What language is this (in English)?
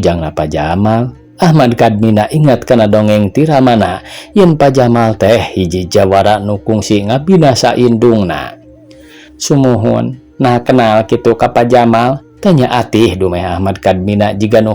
Sundanese